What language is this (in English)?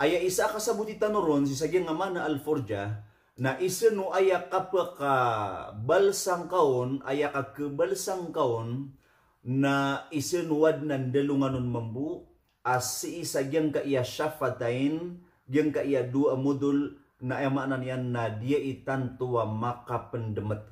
Maranao